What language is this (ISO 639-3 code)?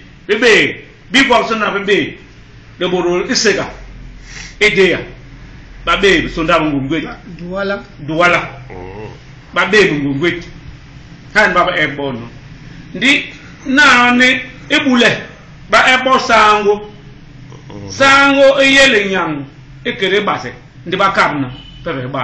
bas